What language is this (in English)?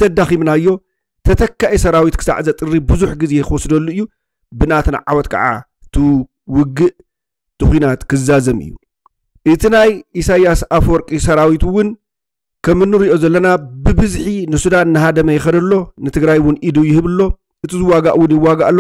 Tigrinya